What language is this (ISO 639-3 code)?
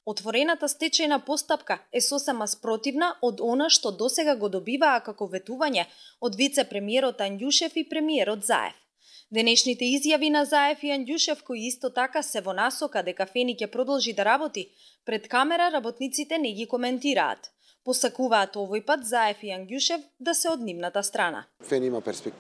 mkd